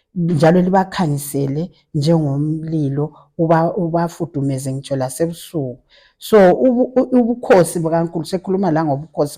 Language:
Zulu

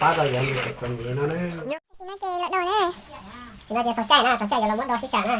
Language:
Hmong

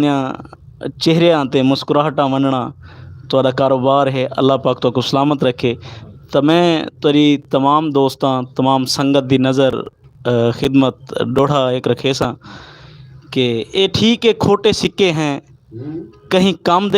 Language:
Saraiki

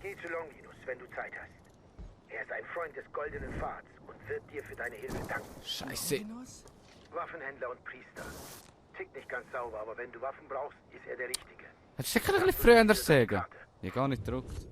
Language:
Swiss German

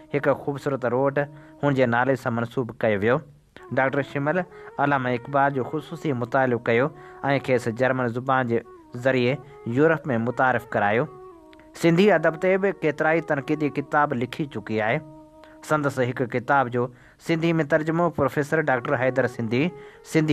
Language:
Sindhi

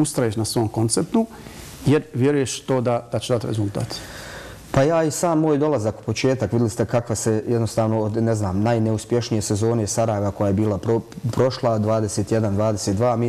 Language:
Bosnian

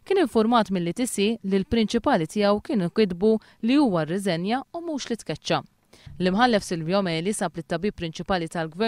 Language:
Maltese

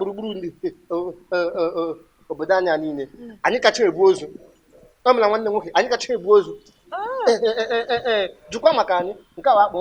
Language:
Igbo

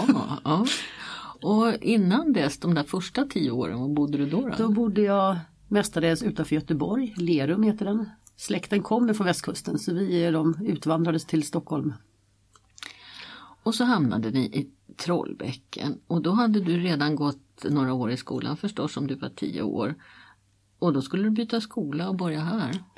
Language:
Swedish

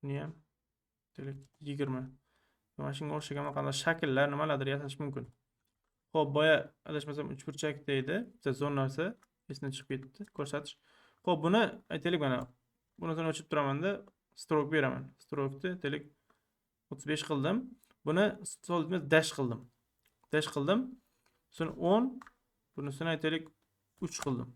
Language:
Uzbek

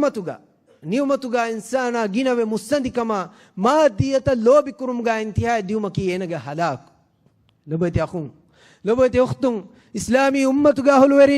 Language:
Divehi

